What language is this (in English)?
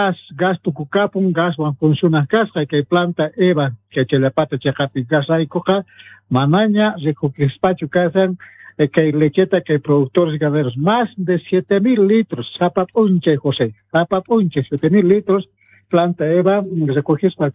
South Bolivian Quechua